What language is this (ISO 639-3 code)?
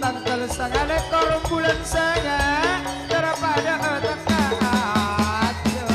mad